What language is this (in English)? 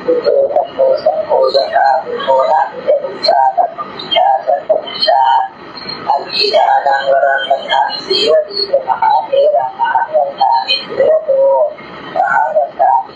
Pali